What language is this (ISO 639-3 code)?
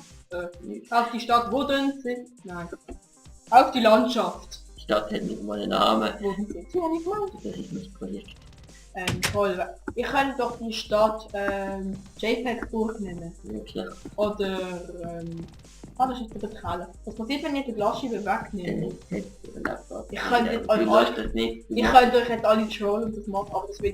gsw